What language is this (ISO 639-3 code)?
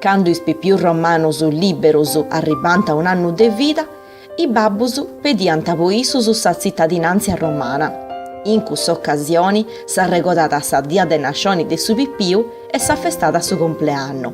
srd